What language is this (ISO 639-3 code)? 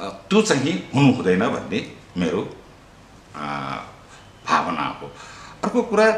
nep